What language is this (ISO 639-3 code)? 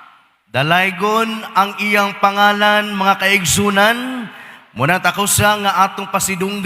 ceb